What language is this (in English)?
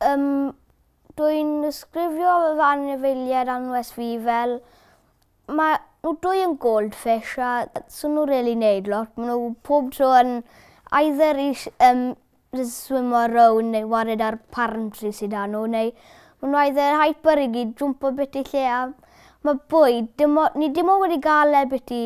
Welsh